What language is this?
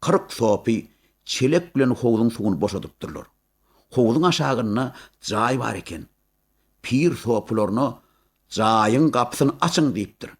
Turkmen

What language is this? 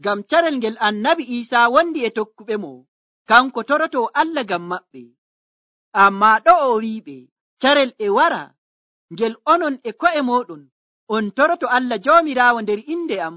Nigerian Fulfulde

